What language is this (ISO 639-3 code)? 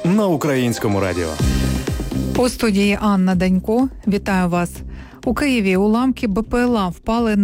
ukr